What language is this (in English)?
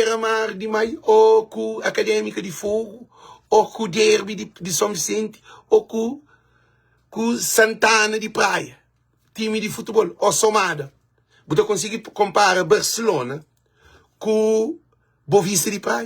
Kabuverdianu